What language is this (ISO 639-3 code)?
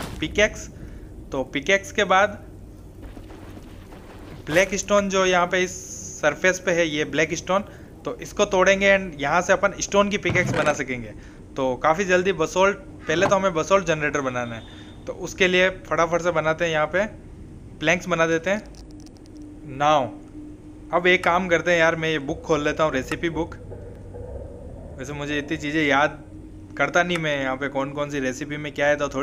hin